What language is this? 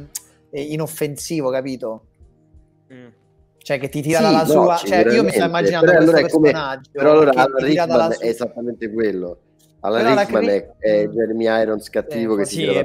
Italian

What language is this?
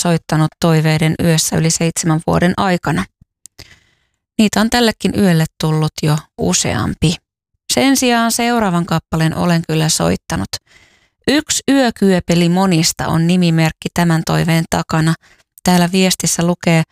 Finnish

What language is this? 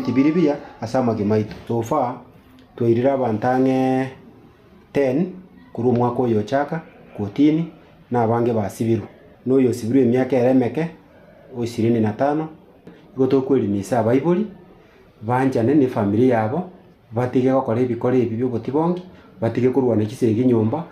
Gusii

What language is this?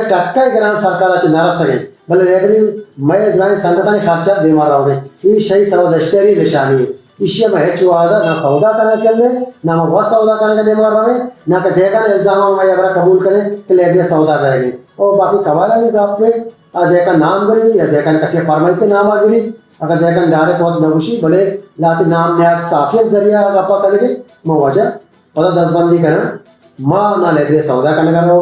Baluchi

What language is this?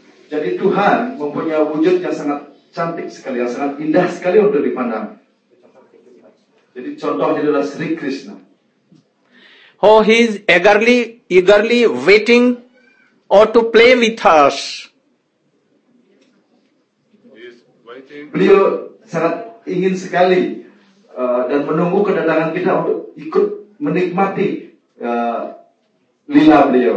Indonesian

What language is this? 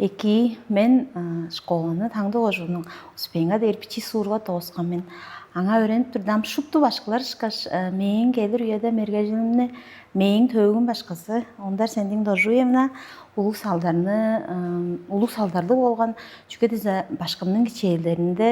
Tuvinian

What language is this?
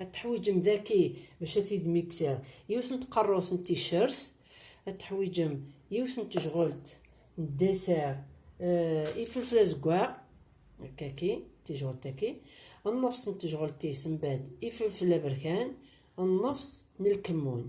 Kabyle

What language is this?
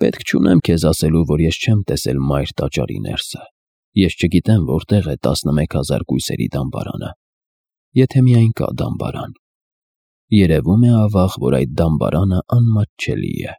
Armenian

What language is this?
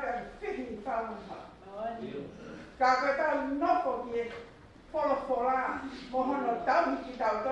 Tongan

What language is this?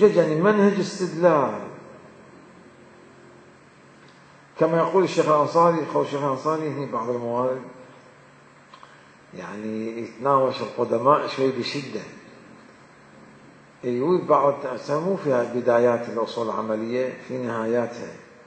Arabic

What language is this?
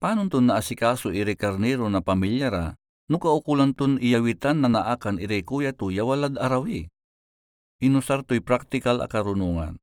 Pangasinan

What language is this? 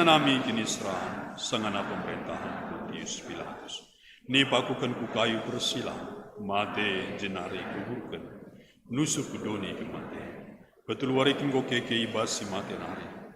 Batak Karo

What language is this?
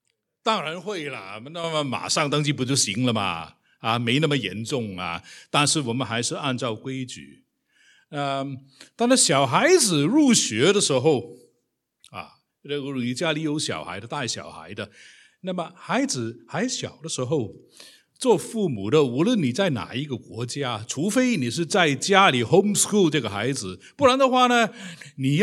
Chinese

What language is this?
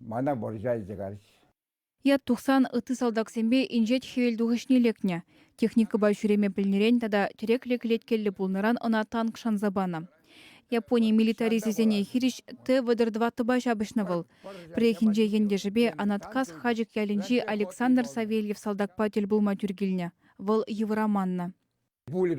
Chuvash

